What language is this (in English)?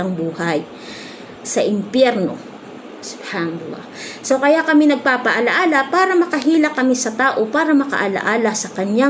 Maranao